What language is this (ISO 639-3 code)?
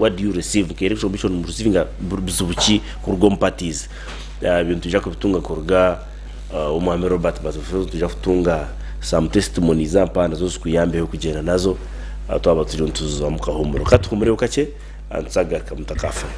nyn